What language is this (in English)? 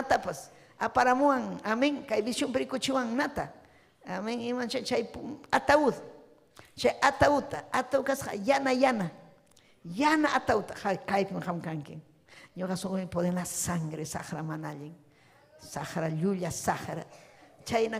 Ayacucho Quechua